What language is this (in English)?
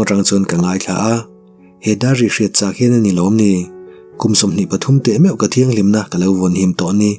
Mizo